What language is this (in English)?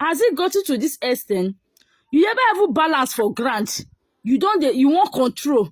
Nigerian Pidgin